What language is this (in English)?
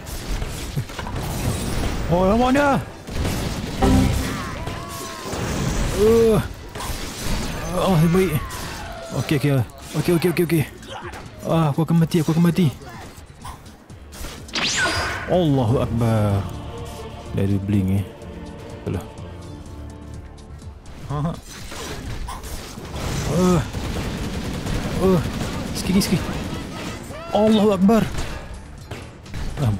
Malay